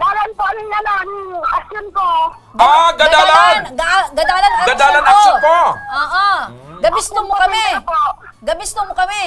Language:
Bikol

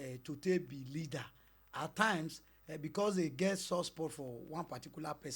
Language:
Nigerian Pidgin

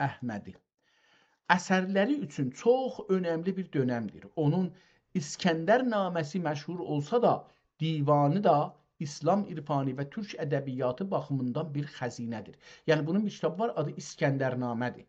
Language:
South Azerbaijani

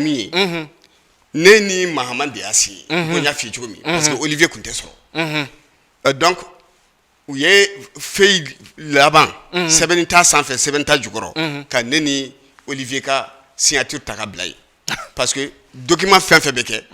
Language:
Bambara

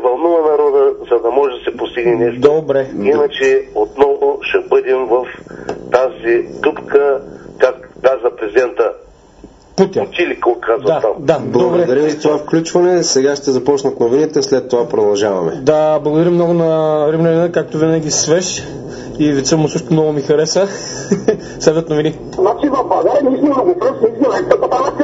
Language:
Bulgarian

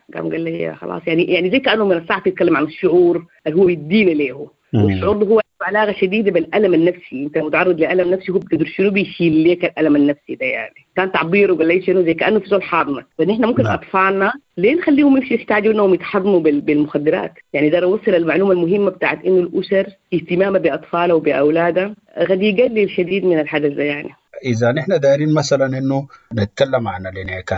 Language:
Sudanese Arabic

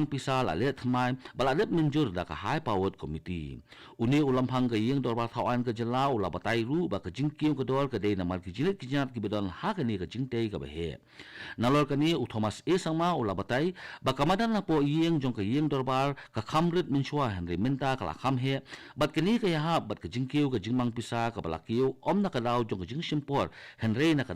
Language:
Khasi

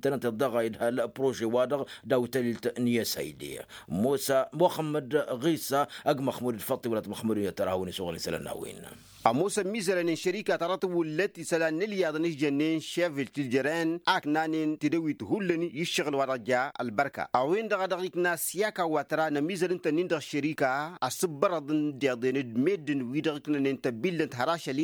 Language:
Tamasheq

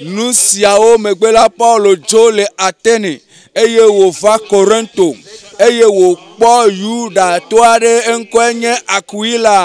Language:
Ewe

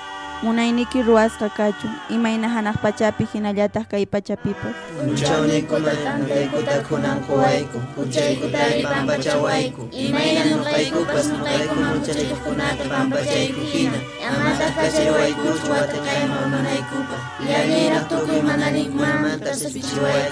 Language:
Quechua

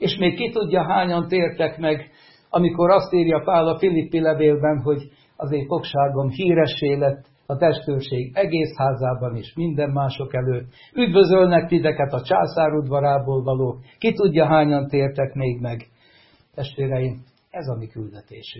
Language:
Hungarian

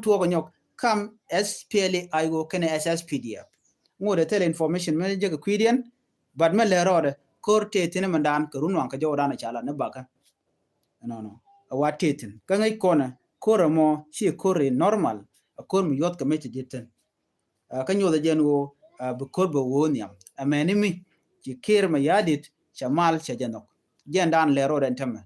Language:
Nuer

